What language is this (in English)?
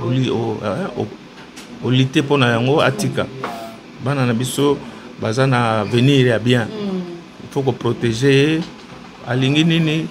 Lingala